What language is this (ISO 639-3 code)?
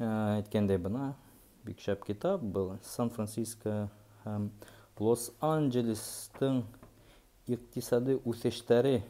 bak